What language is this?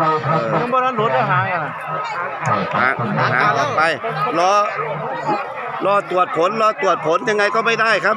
Northeastern Thai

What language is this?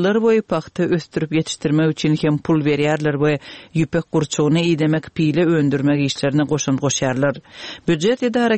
Turkmen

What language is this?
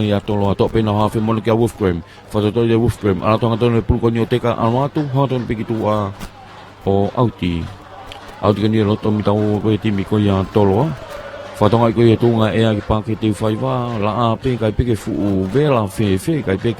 Tongan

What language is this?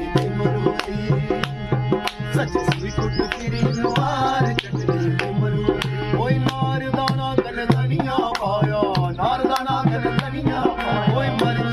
Dogri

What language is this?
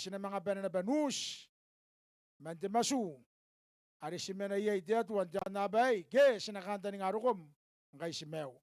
Gilbertese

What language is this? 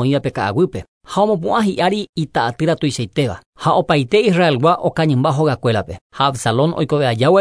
Guarani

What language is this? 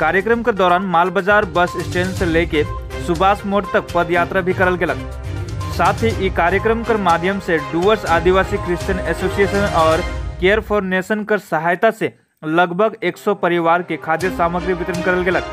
Sadri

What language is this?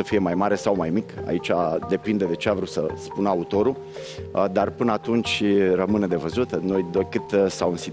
Romanian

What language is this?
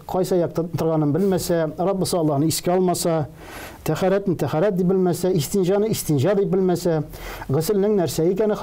Tatar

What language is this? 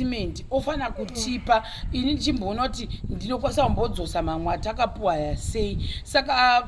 Shona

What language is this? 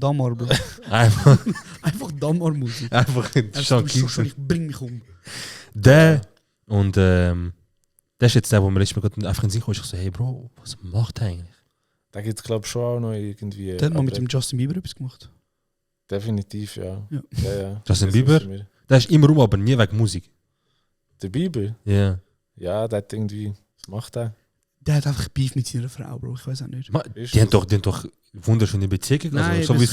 Swiss German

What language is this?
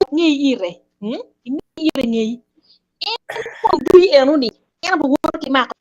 Acoli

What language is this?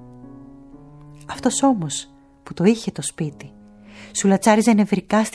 Greek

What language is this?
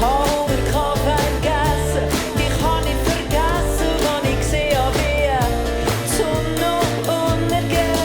Swiss German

